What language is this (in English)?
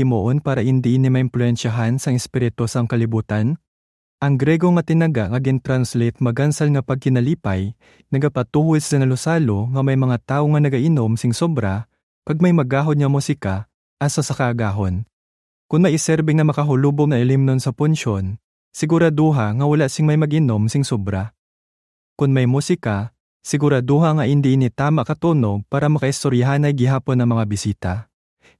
Hiligaynon